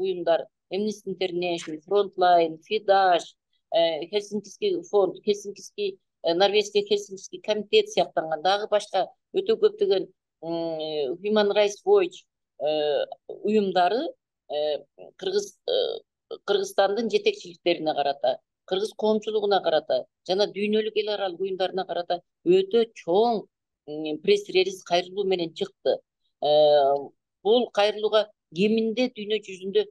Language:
Kyrgyz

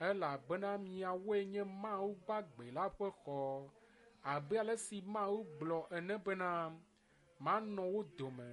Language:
Ewe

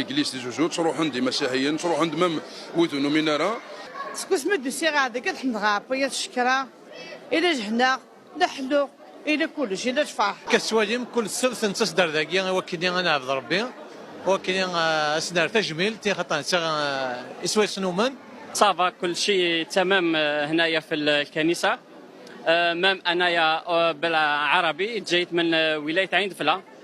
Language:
Kabyle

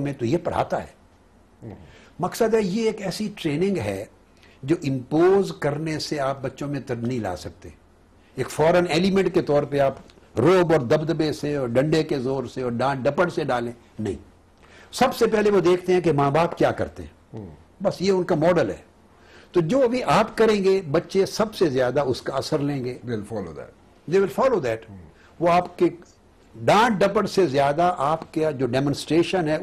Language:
Urdu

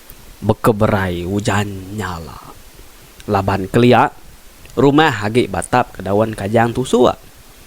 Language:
Iban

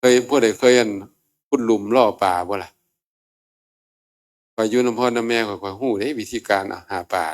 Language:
Northeastern Thai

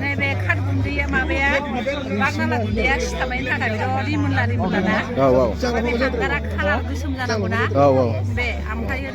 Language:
Bodo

